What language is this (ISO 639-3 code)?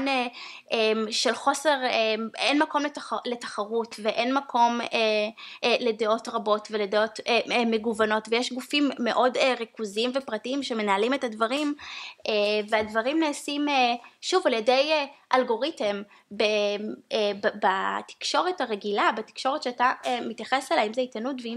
heb